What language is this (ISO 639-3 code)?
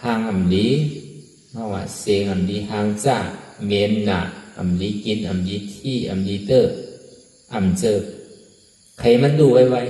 shn